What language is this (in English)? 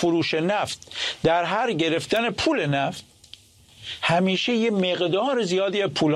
Persian